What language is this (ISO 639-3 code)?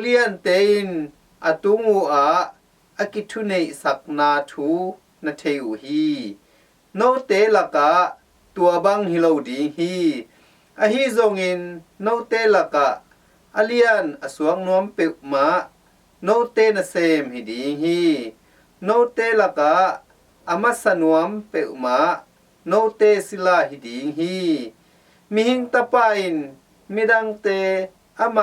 ctd